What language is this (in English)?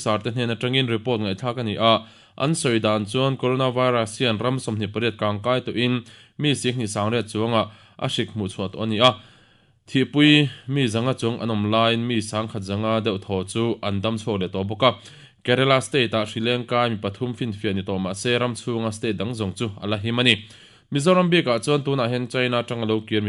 Mizo